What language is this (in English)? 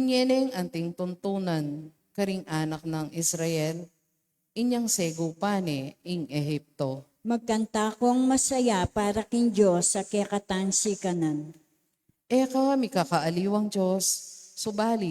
Pampanga